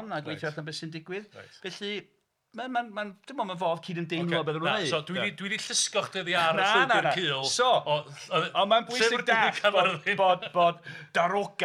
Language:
Welsh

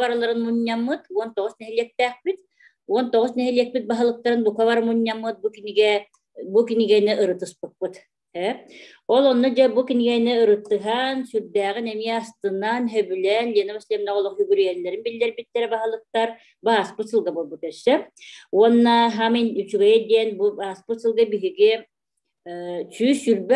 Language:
Yakut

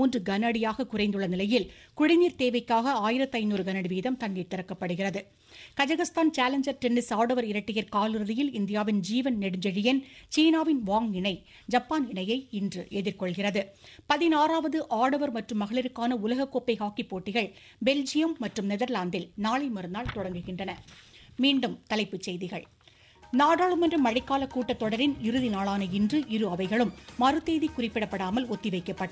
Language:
Tamil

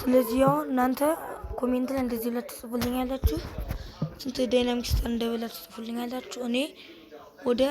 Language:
Amharic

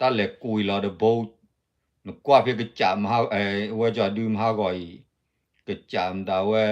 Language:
S'gaw Karen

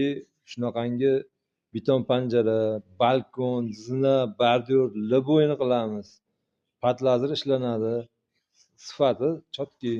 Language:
Uzbek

